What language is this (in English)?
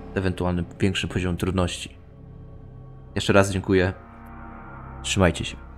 Polish